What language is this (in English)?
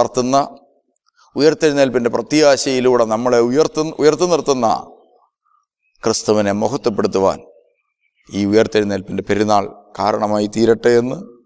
Malayalam